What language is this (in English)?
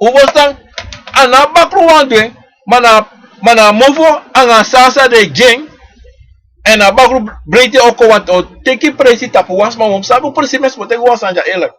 Sranan Tongo